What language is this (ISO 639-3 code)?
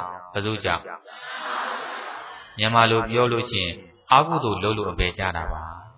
mya